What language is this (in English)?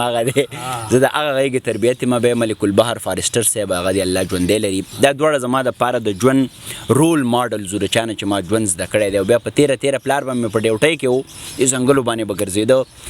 Pashto